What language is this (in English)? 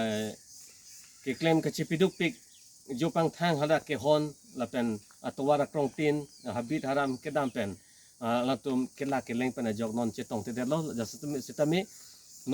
Karbi